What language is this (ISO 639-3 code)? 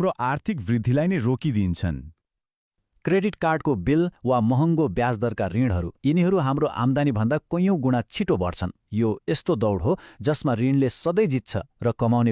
nep